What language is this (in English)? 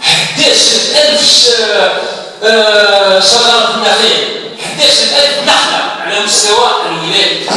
Algerian Arabic